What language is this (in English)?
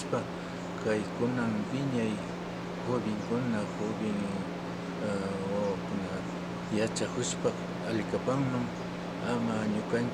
Imbabura Highland Quichua